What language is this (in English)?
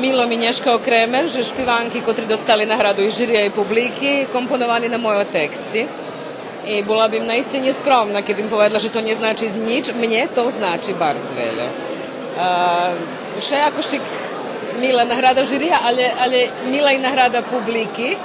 Rusyn